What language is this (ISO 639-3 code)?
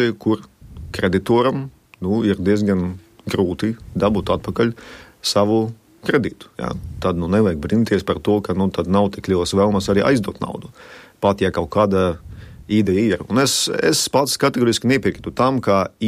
lav